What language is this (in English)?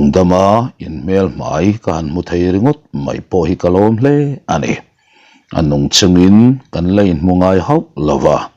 Mizo